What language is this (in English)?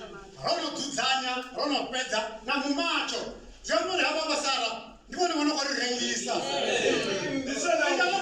Venda